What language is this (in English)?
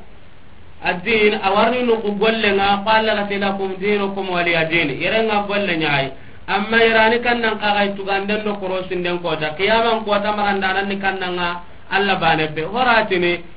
Soninke